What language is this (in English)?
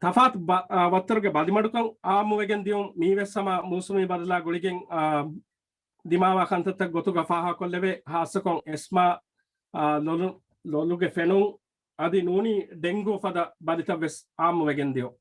Divehi